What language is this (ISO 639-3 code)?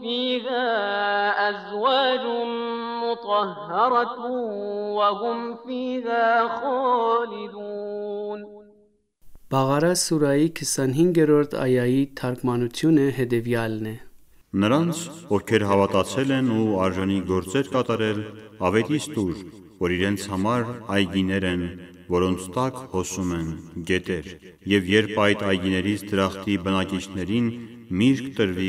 hye